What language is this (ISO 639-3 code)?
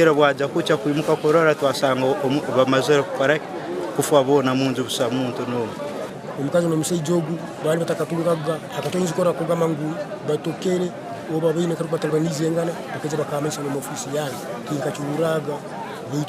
nyn